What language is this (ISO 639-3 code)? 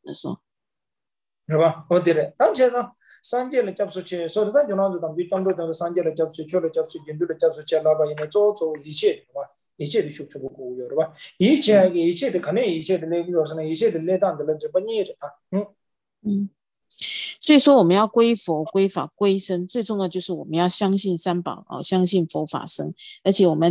zho